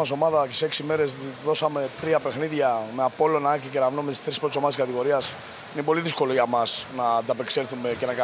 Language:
Greek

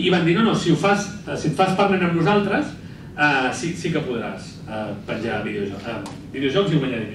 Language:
Catalan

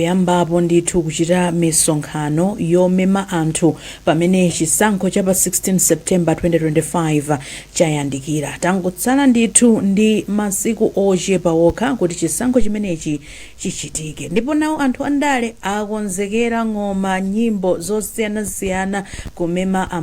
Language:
Nyanja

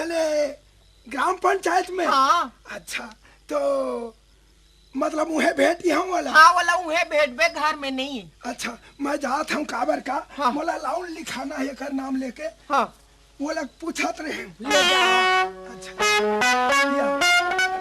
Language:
Chhattisgarhi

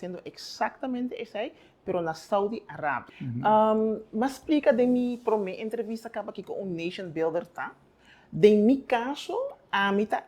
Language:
Papiamento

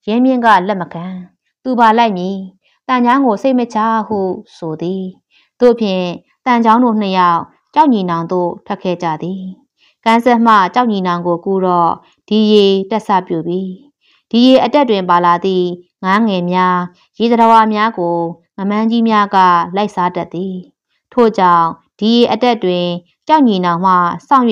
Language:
Burmese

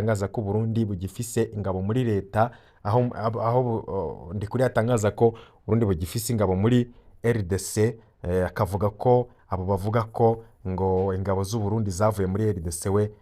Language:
Rundi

